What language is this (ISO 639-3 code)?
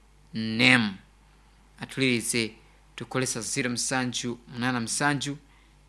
nyo